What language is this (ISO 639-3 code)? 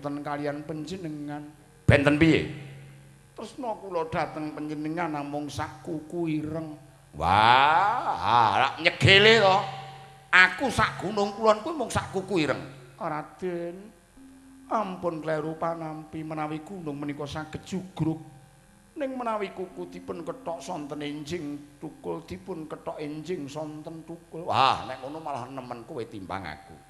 jav